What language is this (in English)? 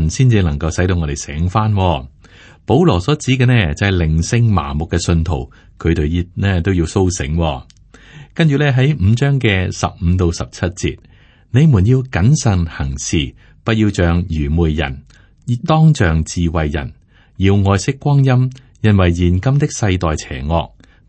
Cantonese